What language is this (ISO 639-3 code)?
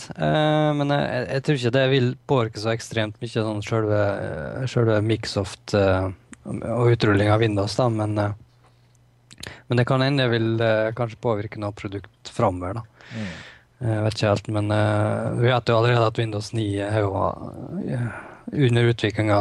nor